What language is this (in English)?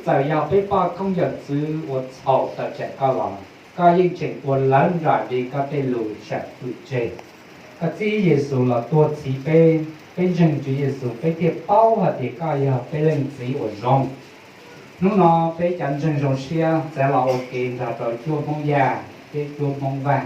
Hmong